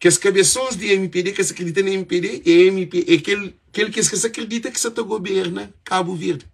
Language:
Kabuverdianu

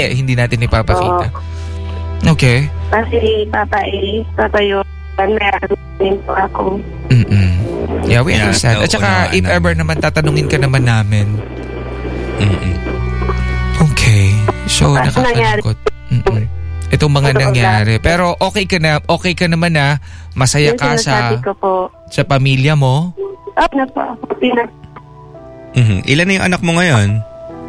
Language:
Filipino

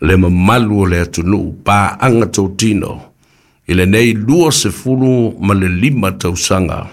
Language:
Samoan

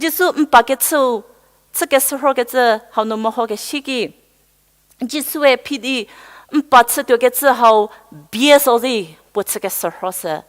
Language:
Angami Naga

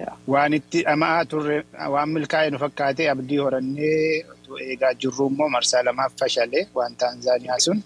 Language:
Oromo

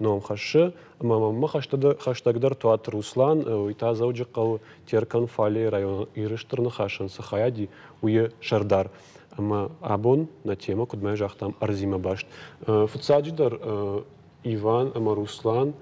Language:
Ossetic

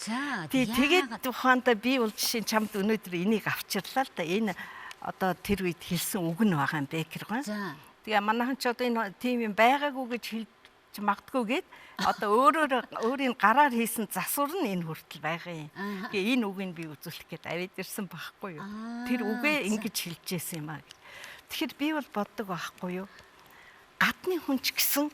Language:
Mongolian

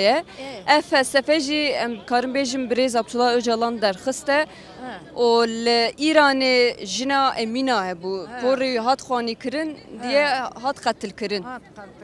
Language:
Kurdish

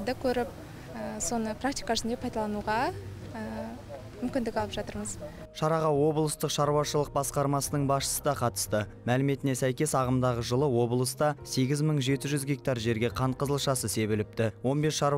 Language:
Kazakh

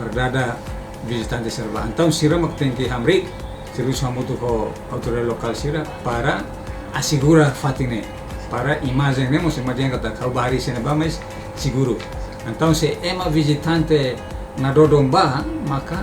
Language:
Tetum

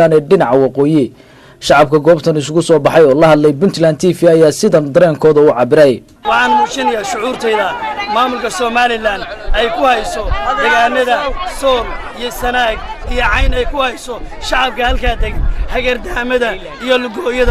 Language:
Somali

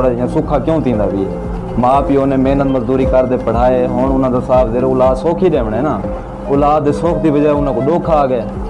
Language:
Saraiki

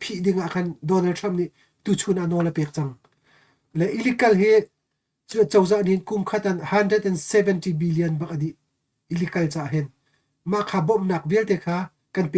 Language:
Hakha Chin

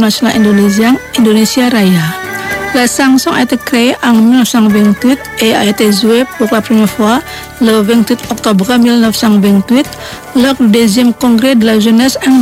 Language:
French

